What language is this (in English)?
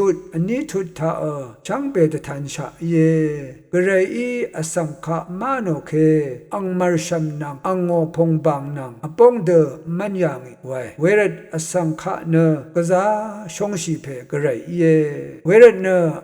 Rawang